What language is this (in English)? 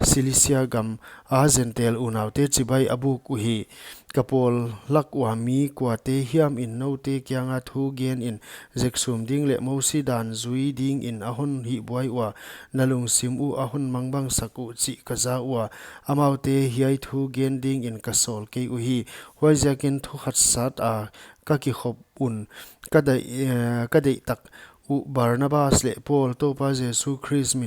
Paite Chin